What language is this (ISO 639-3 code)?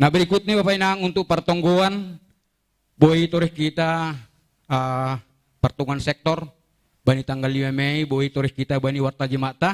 bts